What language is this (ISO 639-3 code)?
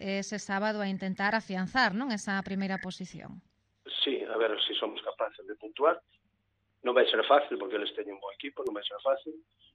glg